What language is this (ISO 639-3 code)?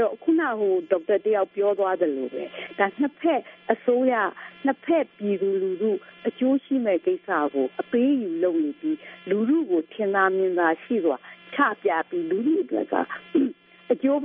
mya